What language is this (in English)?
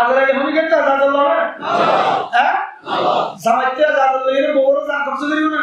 Rohingya